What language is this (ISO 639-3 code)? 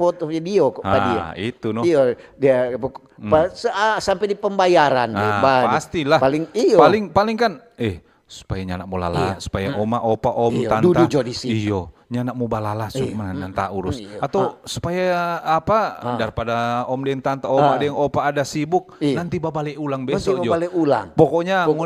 xmm